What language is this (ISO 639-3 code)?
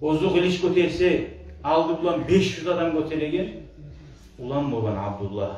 kum